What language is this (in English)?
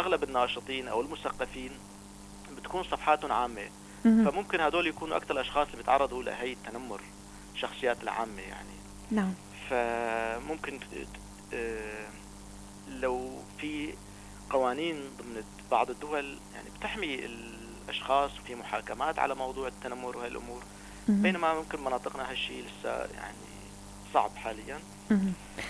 North Levantine Arabic